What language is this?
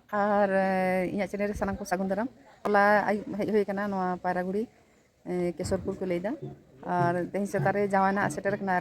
Santali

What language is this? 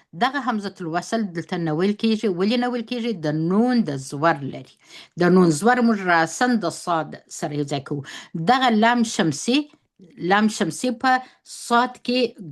Pashto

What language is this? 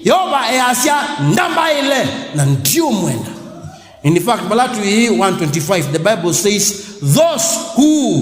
Kamba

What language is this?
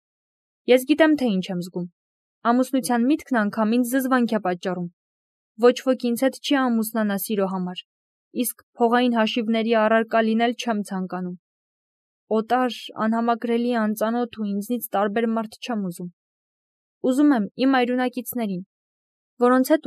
Armenian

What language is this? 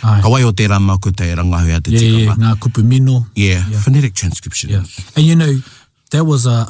Māori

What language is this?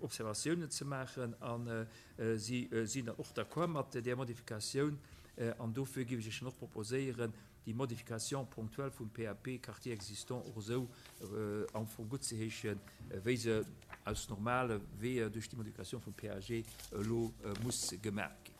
Luxembourgish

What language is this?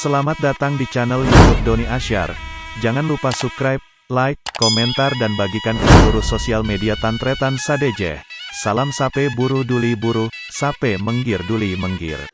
Madurese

